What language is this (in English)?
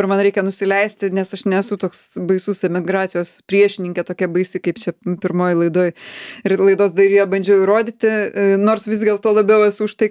Lithuanian